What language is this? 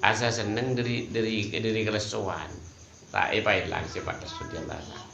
Madurese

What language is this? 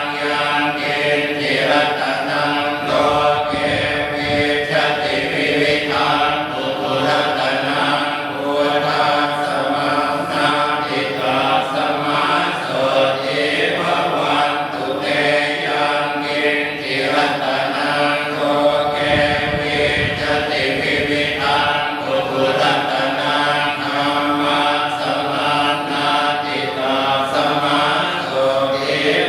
Pali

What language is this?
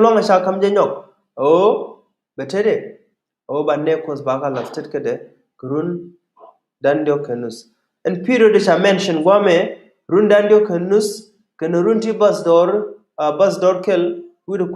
Nuer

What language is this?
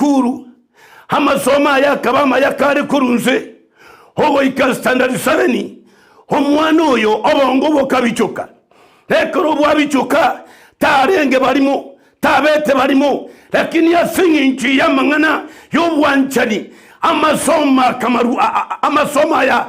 Gusii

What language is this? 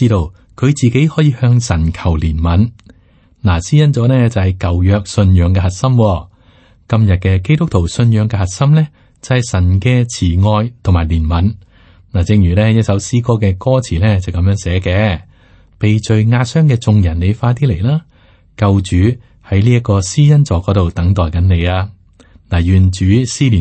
Cantonese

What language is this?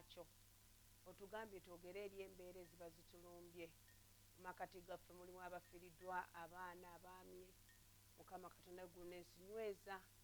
Ganda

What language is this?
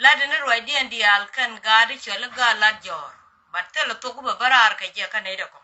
Nuer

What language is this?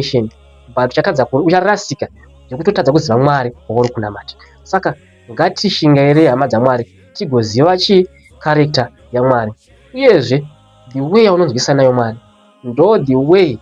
Shona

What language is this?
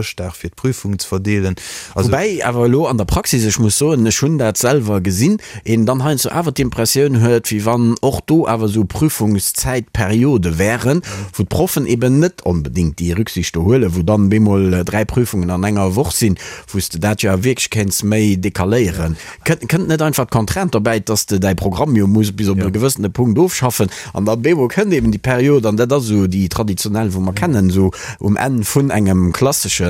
Luxembourgish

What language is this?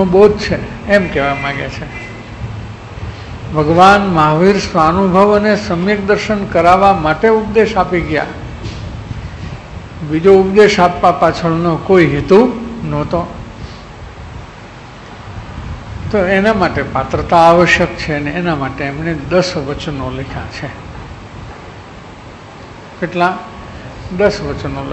Gujarati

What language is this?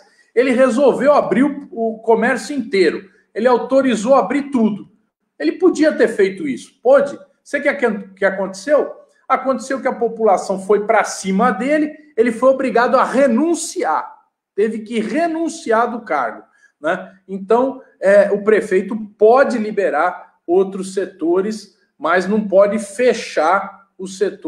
Portuguese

